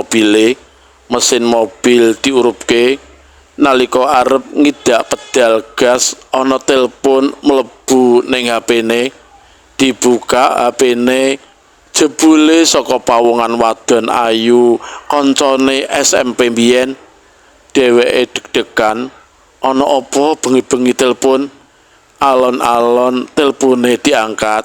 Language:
Javanese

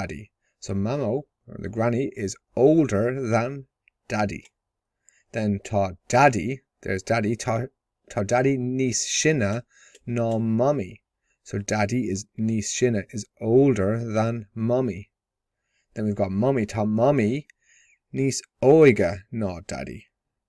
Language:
Irish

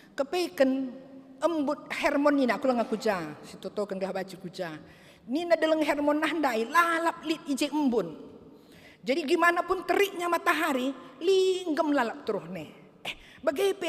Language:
Batak Karo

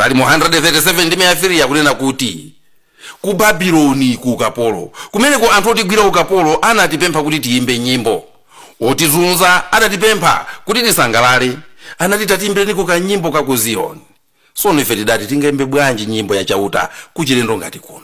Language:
Nyanja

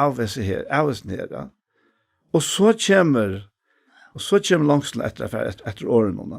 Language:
Faroese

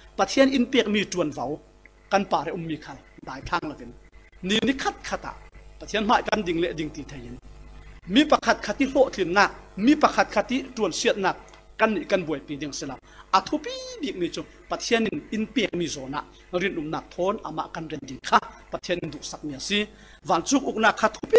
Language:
Falam Chin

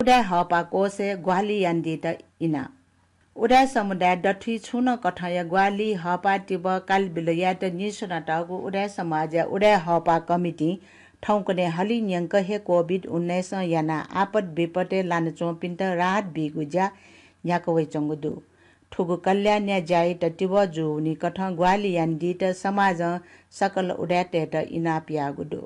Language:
Newari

